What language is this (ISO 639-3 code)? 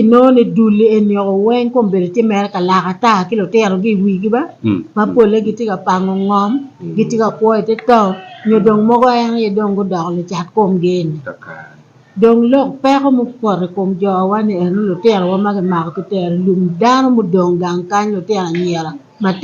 ach